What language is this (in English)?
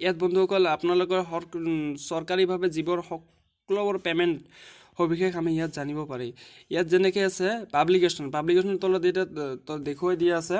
Assamese